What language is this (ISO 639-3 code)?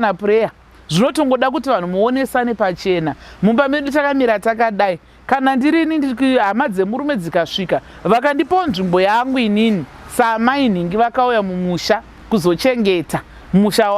sna